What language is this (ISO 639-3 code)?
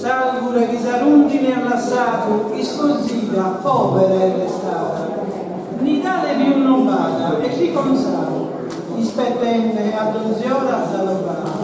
srd